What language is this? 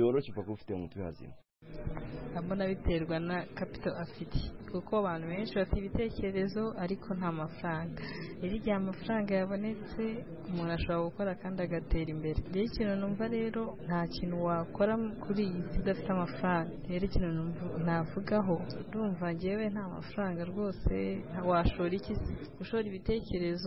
Kinyarwanda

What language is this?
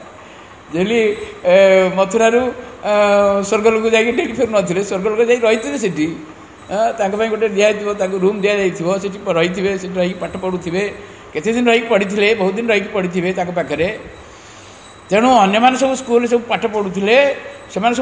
Odia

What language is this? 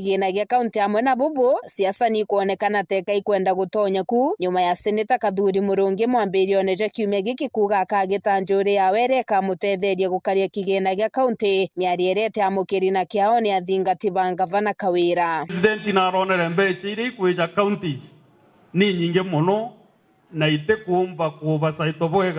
Meru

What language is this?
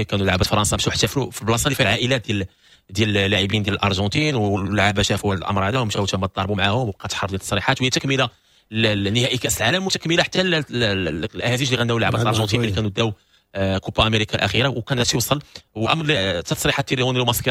Moroccan Arabic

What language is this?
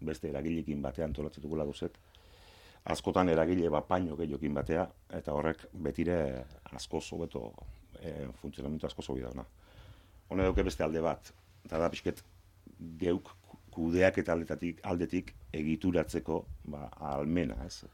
Basque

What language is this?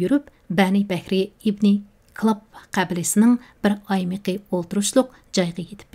Uyghur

